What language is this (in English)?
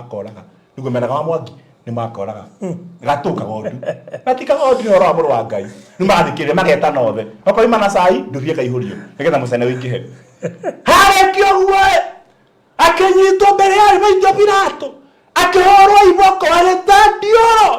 Kikuyu